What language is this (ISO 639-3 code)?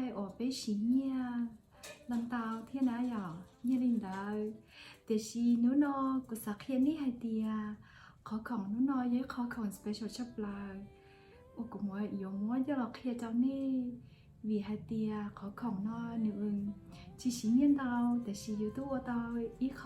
hmn